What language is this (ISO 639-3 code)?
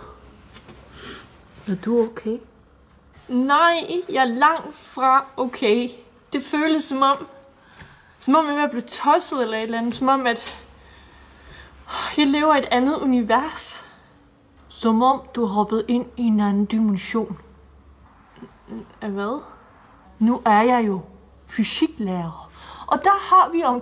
dan